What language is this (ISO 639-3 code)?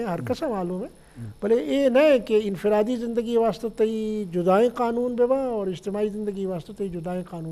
bgp